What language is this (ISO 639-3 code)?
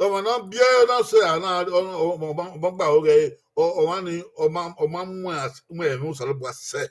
bin